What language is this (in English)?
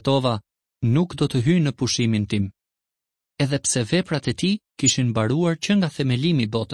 Albanian